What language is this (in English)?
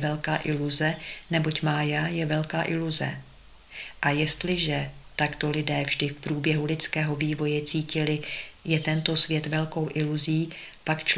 Czech